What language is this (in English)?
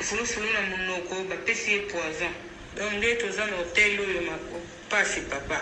Lingala